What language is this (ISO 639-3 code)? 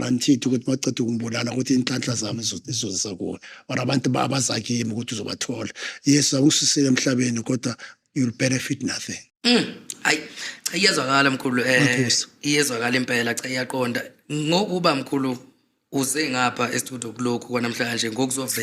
zul